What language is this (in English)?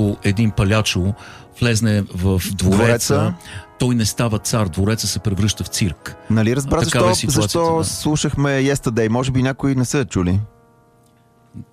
Bulgarian